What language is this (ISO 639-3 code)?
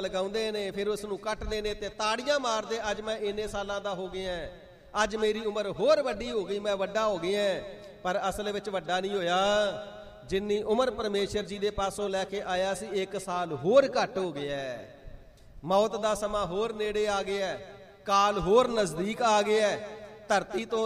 pan